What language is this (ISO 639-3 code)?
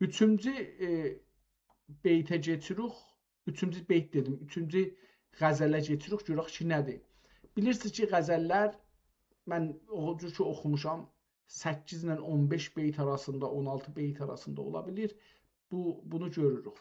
azb